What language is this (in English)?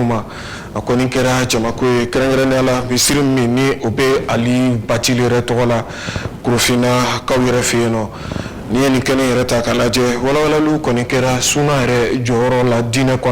Bambara